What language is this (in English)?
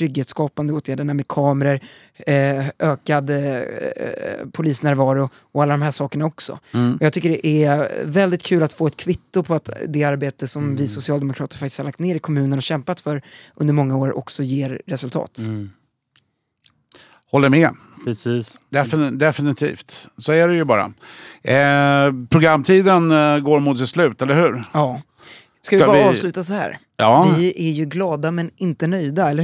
Swedish